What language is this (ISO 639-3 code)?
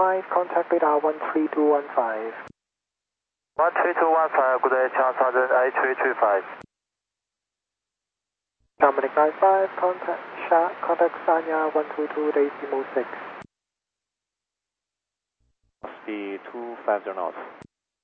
eng